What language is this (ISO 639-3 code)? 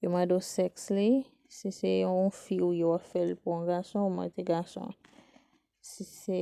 hat